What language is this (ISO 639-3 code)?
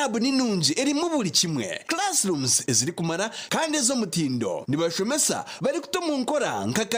nyn